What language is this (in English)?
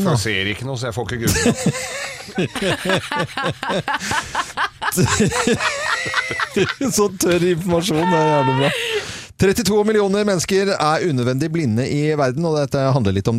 Norwegian